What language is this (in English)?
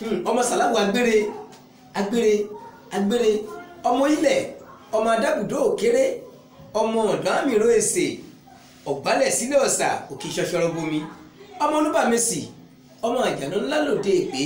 Yoruba